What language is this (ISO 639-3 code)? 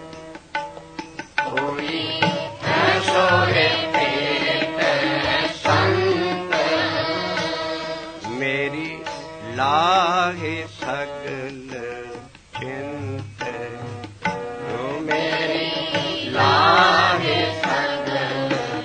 pan